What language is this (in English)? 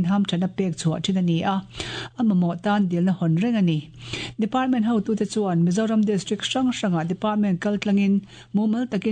Mizo